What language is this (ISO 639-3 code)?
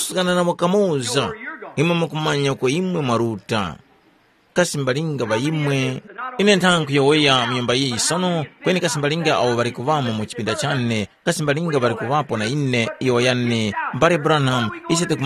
tum